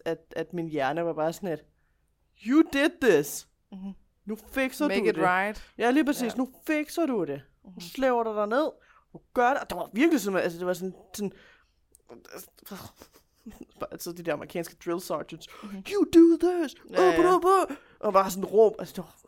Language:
Danish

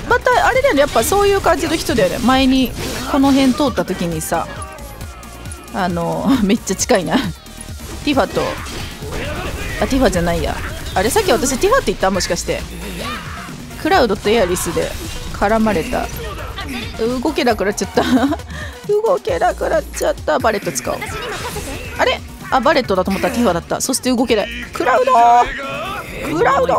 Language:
Japanese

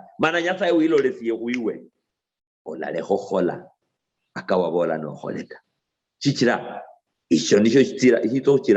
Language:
Luyia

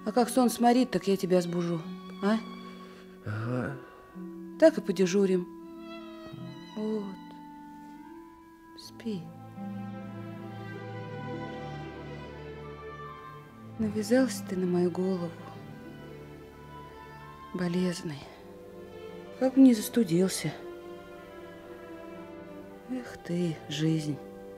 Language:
Russian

